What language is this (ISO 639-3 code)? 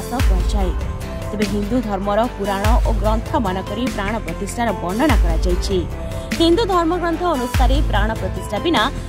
ori